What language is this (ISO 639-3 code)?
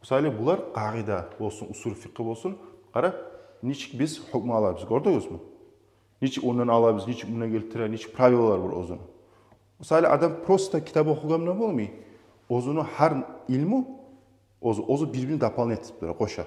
kum